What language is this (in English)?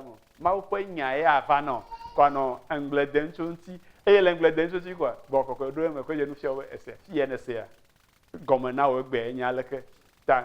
Ewe